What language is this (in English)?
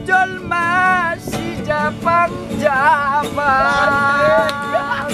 Batak Toba